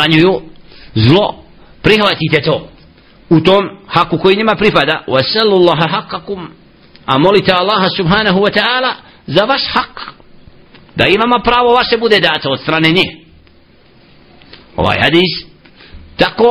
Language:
Bosnian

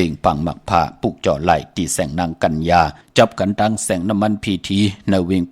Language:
Shan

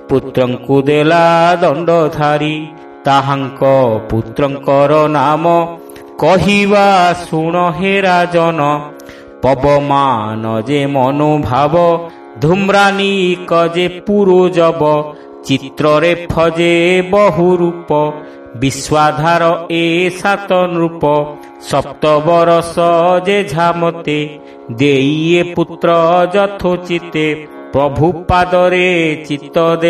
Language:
Odia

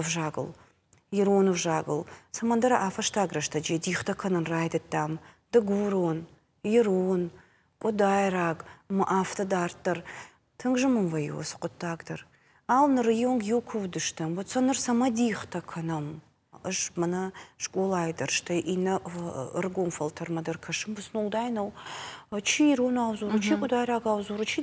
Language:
Ossetic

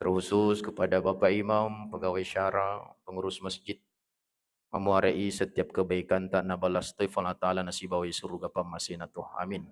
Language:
Buginese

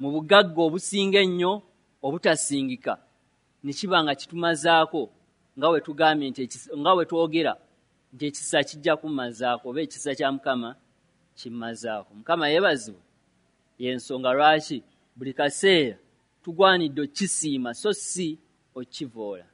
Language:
Ganda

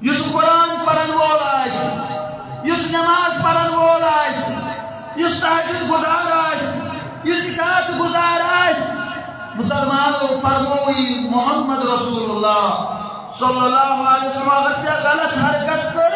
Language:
Kashmiri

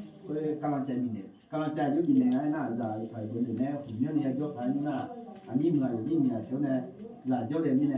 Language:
Akha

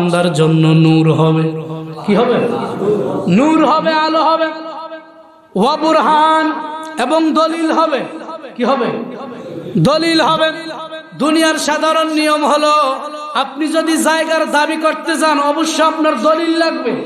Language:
Bangla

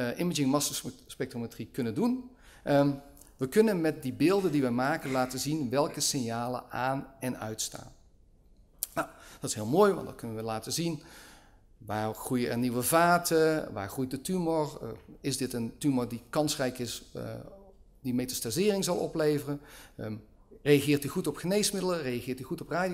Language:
Dutch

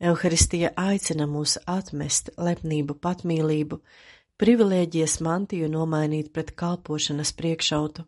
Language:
Latvian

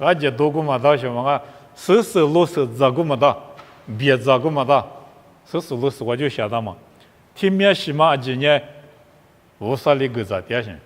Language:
Lisu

